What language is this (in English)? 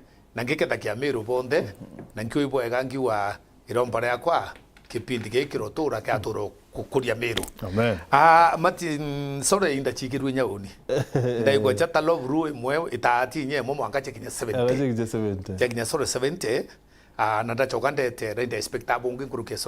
Meru